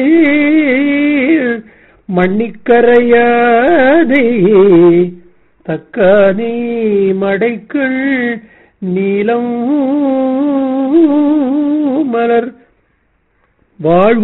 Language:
Tamil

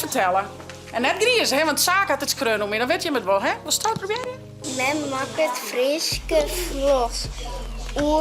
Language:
Western Frisian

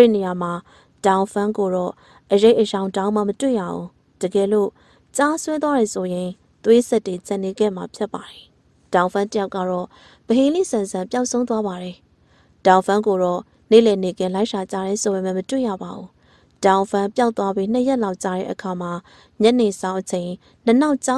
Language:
Burmese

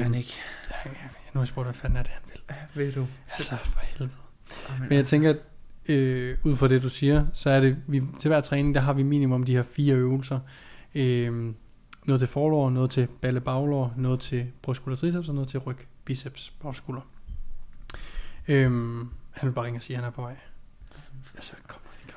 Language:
Danish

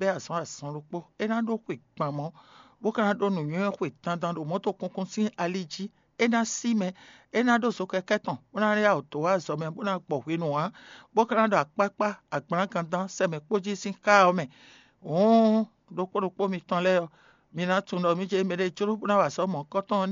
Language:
Fon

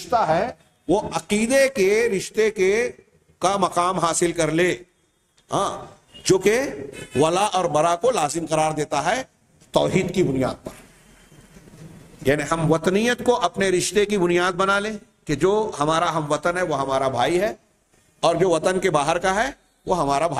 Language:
Urdu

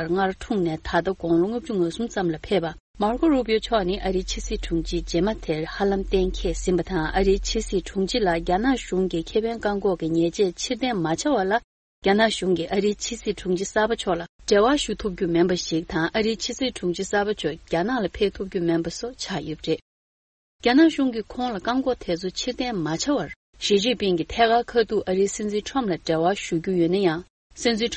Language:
Tibetan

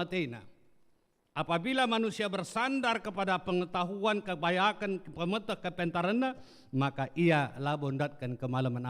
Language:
Batak Karo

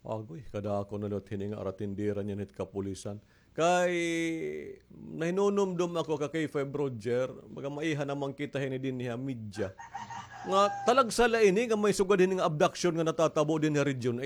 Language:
Waray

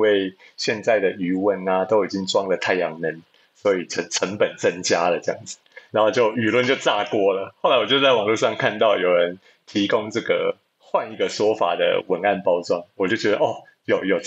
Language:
Chinese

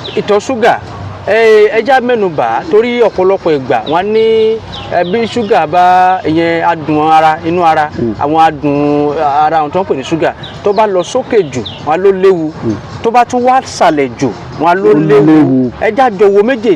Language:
Yoruba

